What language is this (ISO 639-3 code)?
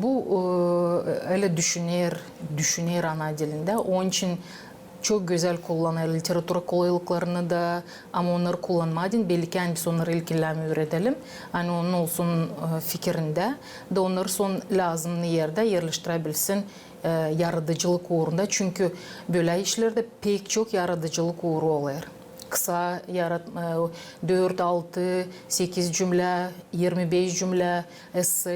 gag